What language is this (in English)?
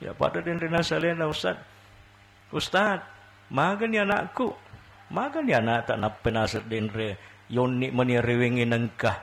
Buginese